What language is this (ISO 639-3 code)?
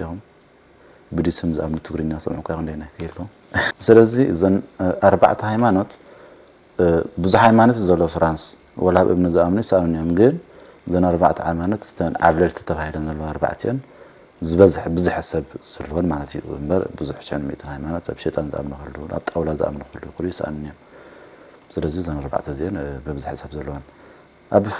tir